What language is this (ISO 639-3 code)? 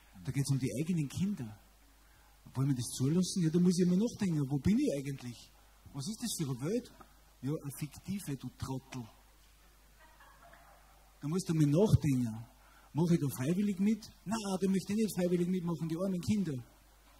deu